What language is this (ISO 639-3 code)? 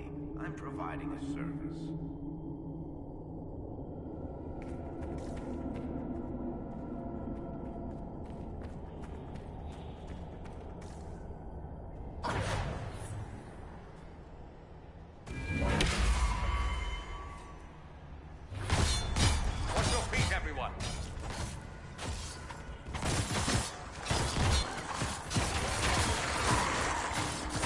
eng